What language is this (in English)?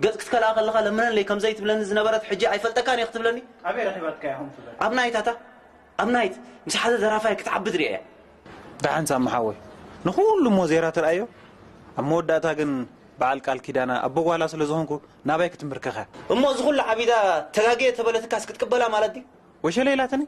Tigrinya